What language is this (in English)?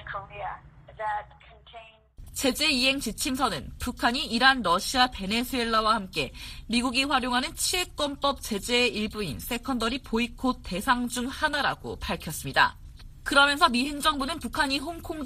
Korean